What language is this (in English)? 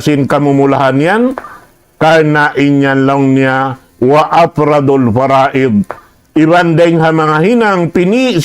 Tausug